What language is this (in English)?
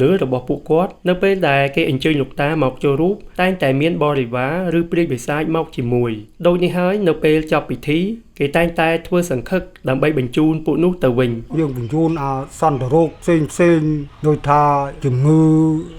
Khmer